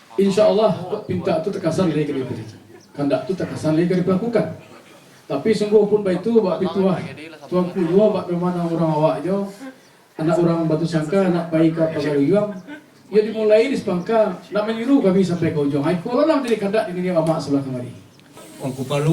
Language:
Minangkabau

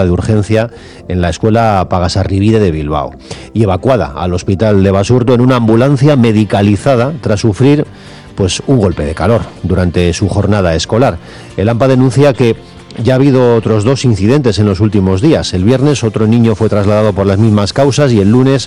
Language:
Spanish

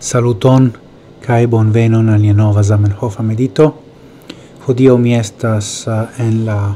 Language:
Esperanto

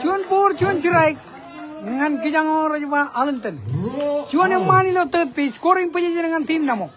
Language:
Marshallese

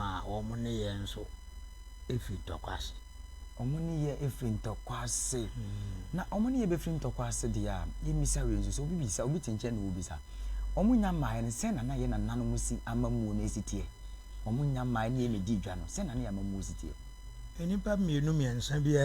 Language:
Akan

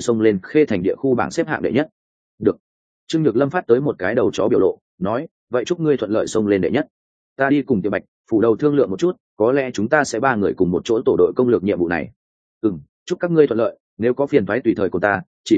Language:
Vietnamese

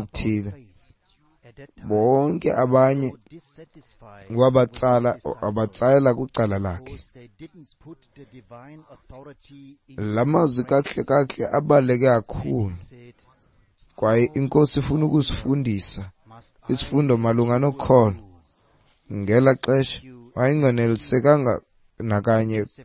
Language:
Xhosa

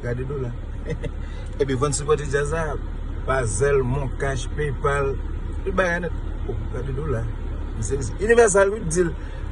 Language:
Haitian Creole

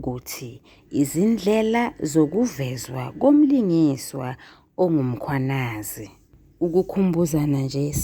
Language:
Zulu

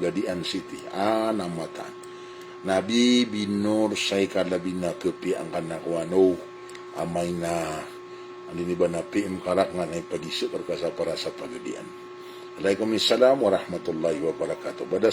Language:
Maranao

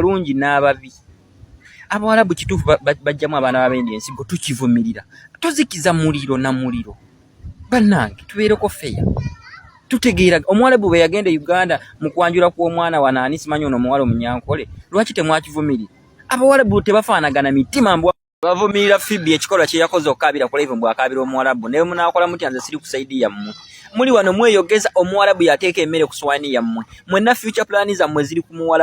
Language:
Ganda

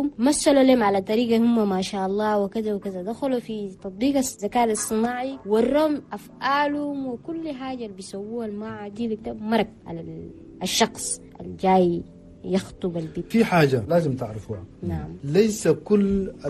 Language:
Chadian Arabic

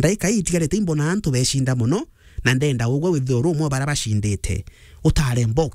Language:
Meru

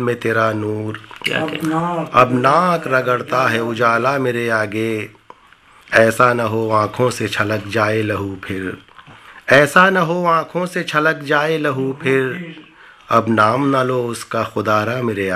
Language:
Urdu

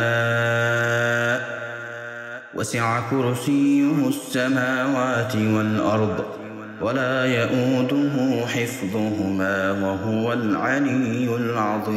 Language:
Arabic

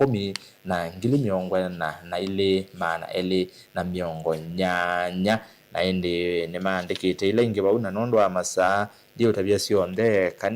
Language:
Kamba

